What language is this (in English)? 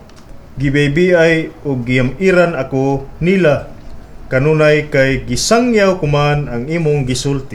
Cebuano